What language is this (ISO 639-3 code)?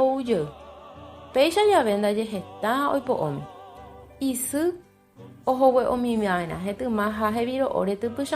grn